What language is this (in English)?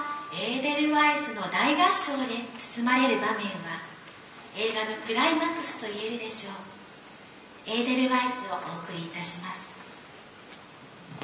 Japanese